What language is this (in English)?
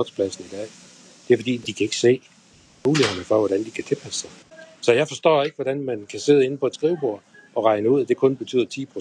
Danish